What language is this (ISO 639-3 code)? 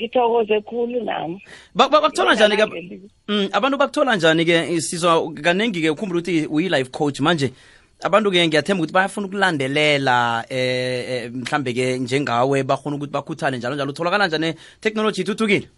nbl